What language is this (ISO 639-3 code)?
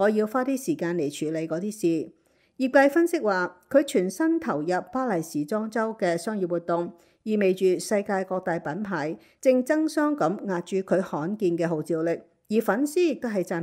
yue